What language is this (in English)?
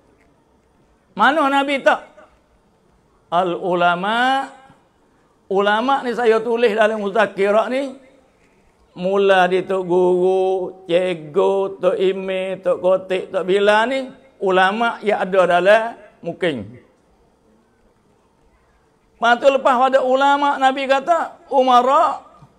Malay